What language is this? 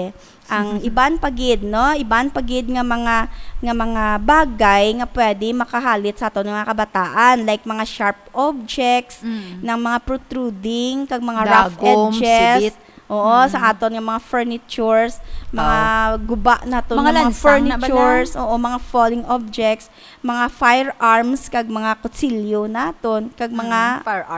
Hiligaynon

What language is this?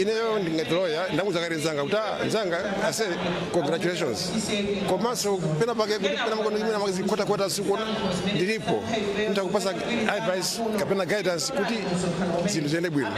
Nyanja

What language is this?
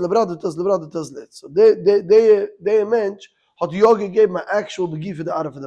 Yiddish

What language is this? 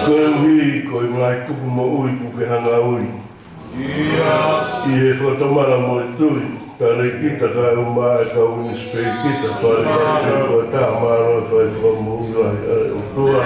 Tongan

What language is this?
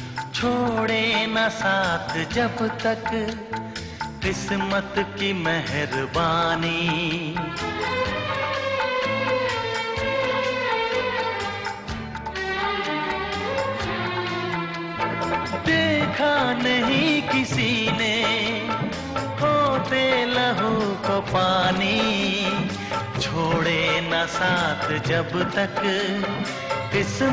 Hindi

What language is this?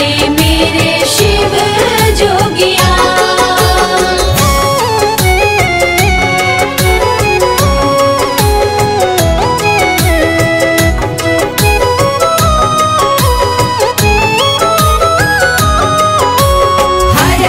Bhojpuri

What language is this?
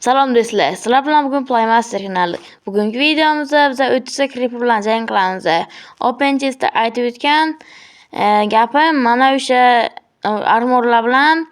Uzbek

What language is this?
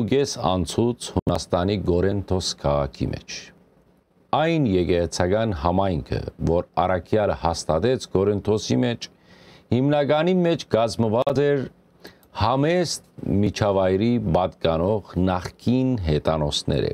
Western Armenian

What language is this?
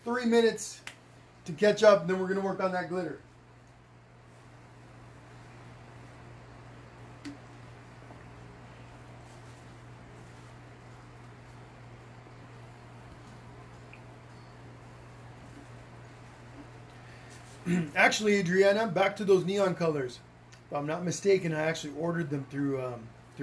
English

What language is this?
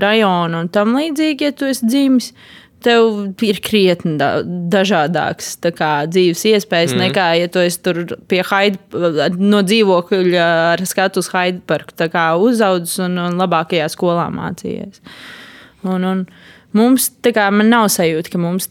Latvian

